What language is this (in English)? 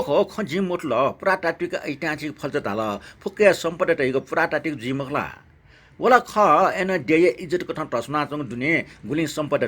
Newari